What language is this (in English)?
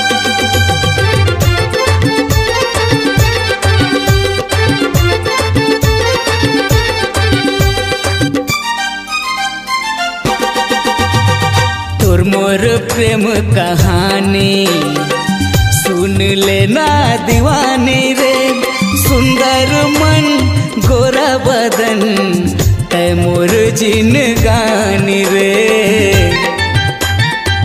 Chhattisgarhi